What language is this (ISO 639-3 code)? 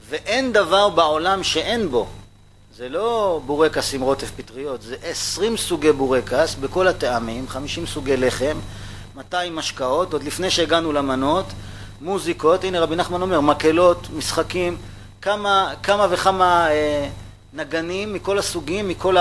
heb